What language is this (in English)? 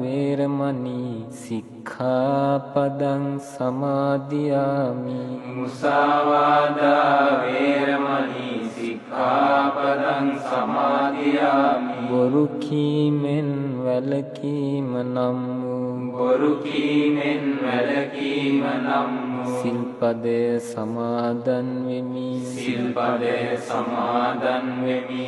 Sinhala